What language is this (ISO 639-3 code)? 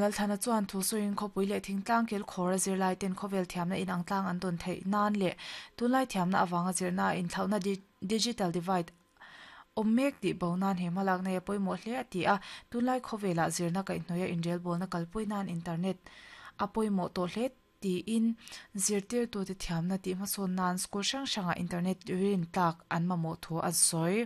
lus